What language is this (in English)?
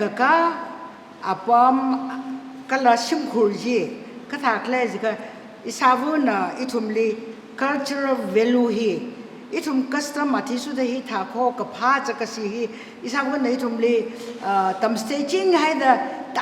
Tangkhul Naga (India)